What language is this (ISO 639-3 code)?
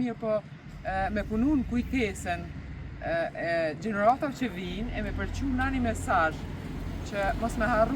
sqi